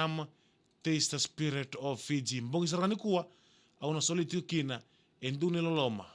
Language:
Fijian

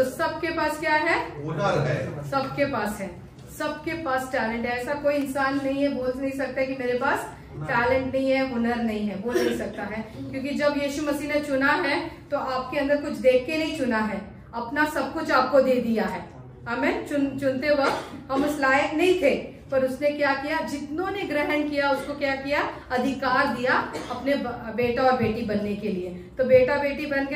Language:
Hindi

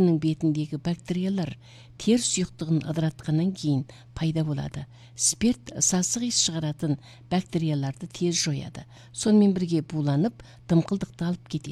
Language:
Kazakh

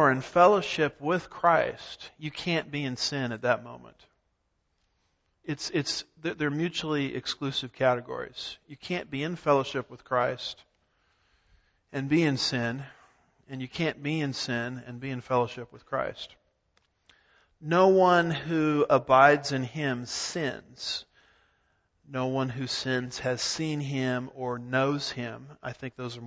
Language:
English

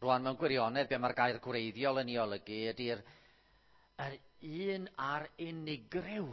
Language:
Welsh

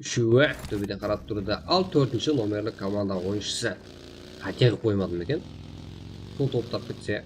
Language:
Kara-Kalpak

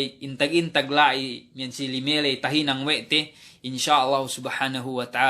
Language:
Yakan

